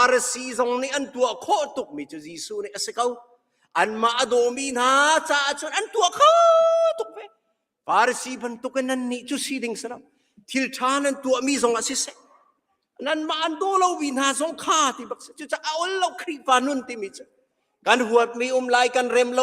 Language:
Hakha Chin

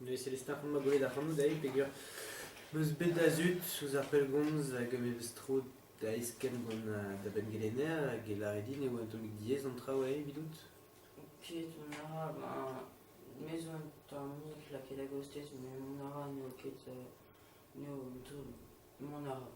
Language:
Breton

